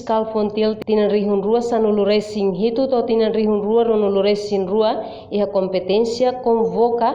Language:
Tetum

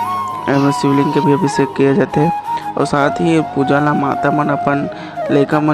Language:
Chhattisgarhi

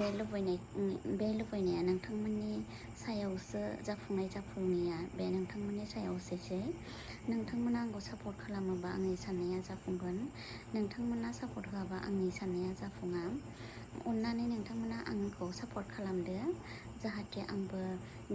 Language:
Bodo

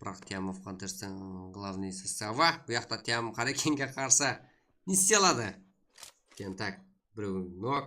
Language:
Kara-Kalpak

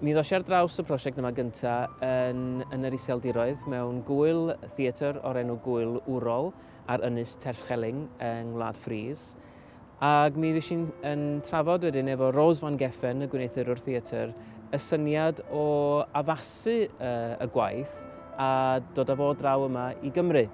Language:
Welsh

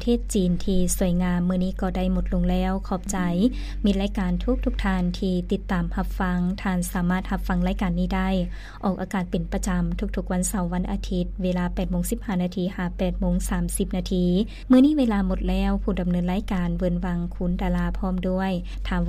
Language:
Lao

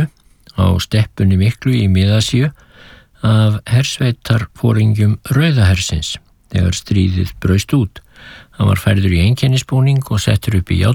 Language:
Icelandic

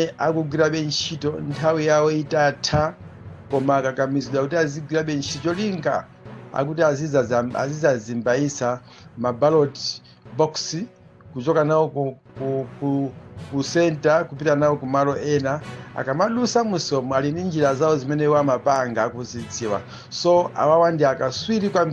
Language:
Nyanja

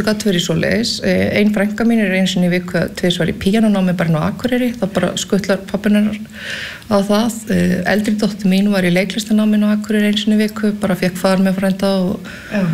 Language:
Icelandic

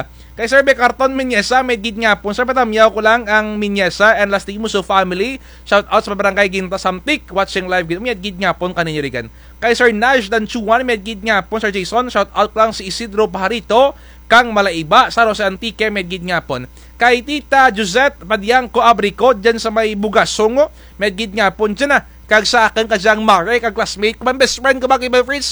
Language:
Kinaray-a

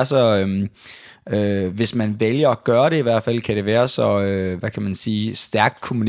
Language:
Danish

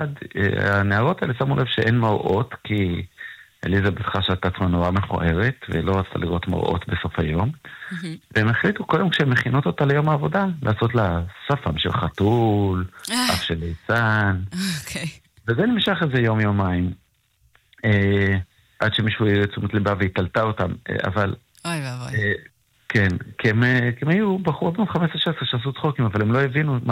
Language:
Hebrew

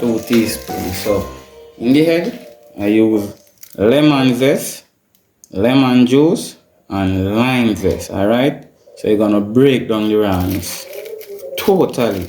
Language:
Jamaican Creole English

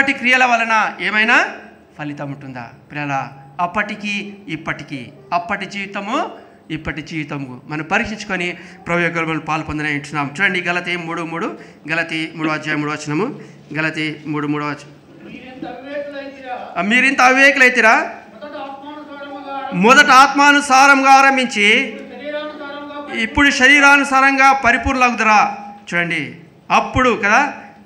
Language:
Telugu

